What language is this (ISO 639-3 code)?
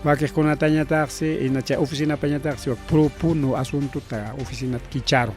quy